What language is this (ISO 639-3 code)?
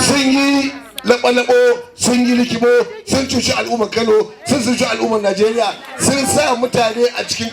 hau